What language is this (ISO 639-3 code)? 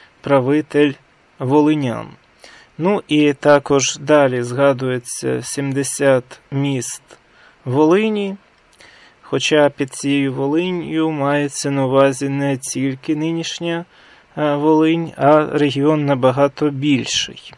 ukr